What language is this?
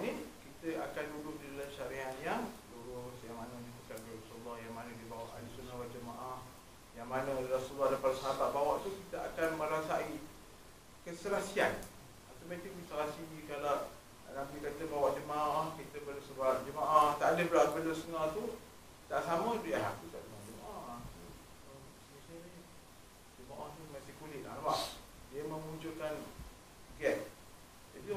Malay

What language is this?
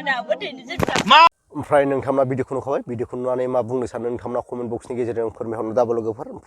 Bodo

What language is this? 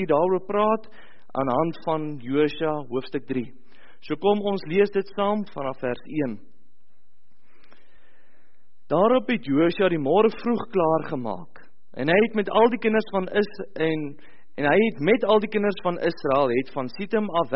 Afrikaans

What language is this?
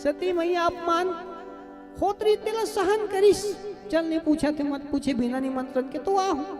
Chhattisgarhi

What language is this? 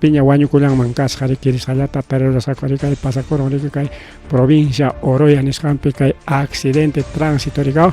Ayacucho Quechua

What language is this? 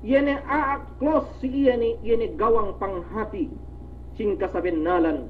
Yakan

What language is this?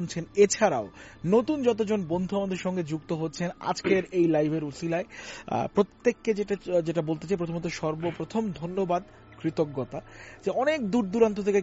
Bangla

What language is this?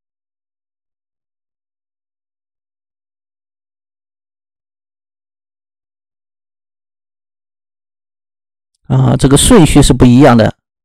Chinese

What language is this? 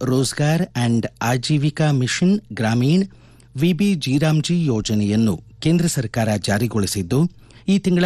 Kannada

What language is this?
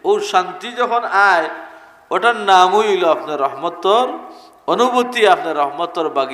Sylheti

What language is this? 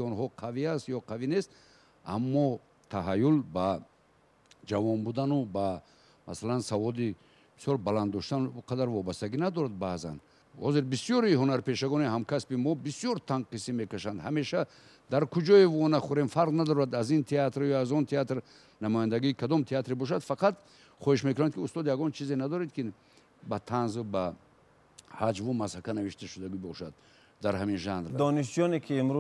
Tajik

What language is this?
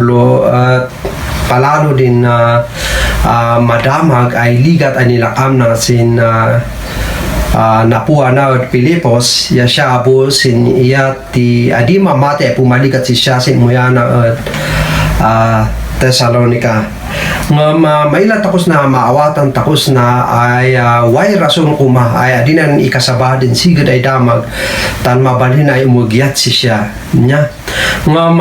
Kankanaey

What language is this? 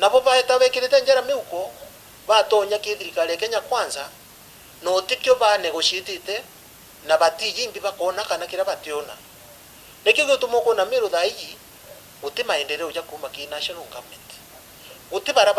Meru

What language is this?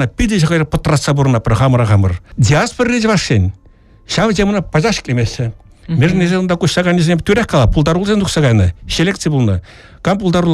Chuvash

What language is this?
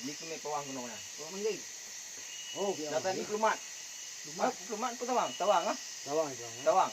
Achinese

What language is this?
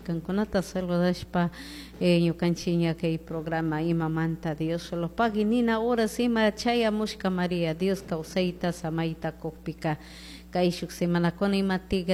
Chimborazo Highland Quichua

